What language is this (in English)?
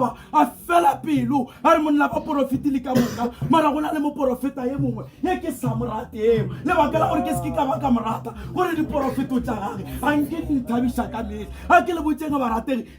Northern Sotho